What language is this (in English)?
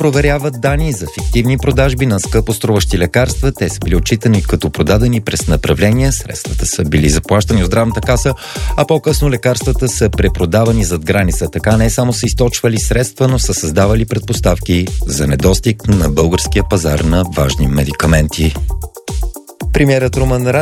Bulgarian